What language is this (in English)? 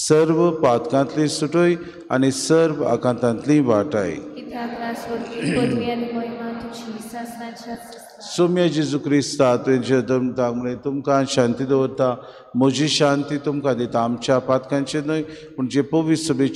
Konkani